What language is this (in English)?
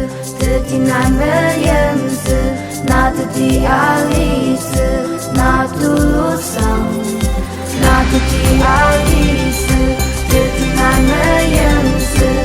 Ao Naga